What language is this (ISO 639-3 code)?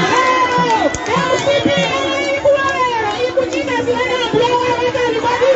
nya